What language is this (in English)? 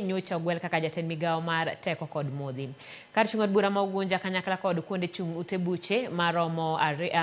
Luo (Kenya and Tanzania)